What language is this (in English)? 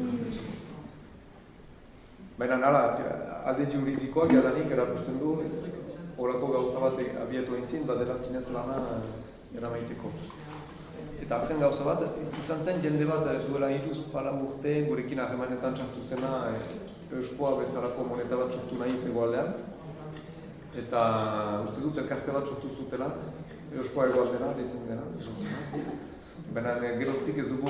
Basque